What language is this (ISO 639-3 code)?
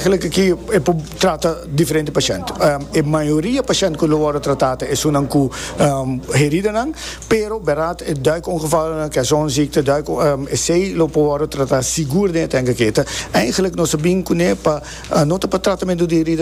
pap